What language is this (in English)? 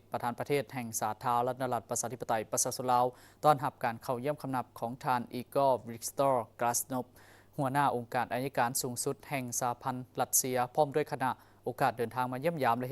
Lao